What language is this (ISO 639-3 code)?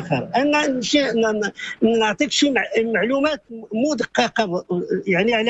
ary